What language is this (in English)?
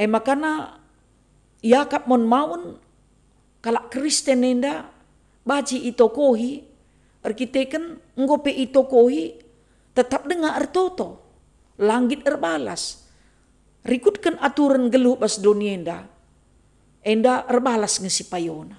Batak Karo